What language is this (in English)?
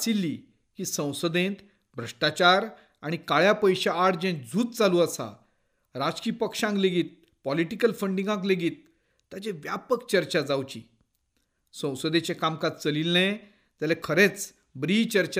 Konkani